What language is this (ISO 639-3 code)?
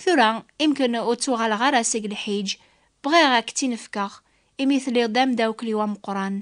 kab